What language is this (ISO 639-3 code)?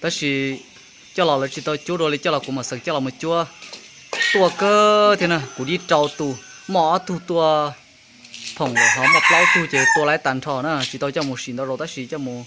hmn